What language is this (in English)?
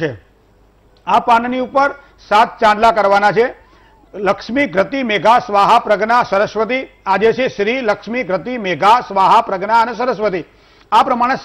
Gujarati